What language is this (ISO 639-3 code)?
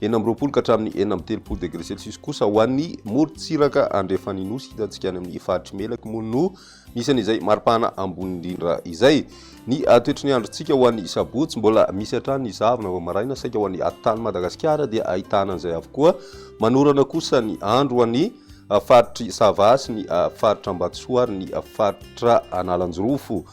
mlg